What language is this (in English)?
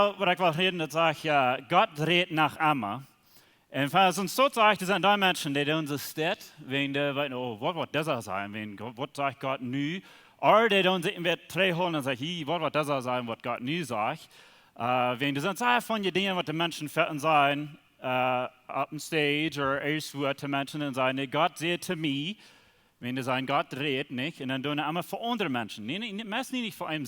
Plautdietsch